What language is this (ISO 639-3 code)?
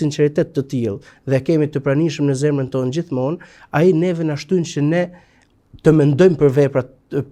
sqi